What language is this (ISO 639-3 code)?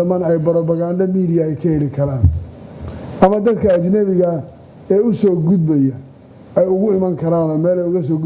som